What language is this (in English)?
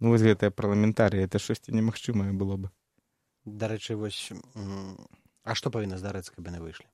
Belarusian